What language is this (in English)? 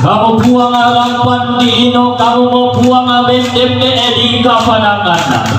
Toraja-Sa'dan